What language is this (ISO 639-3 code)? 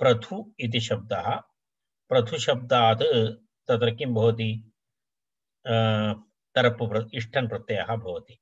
san